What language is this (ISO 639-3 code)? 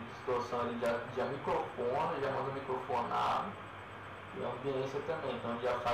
por